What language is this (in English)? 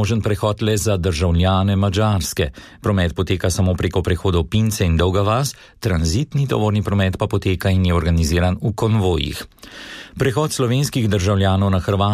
Slovenian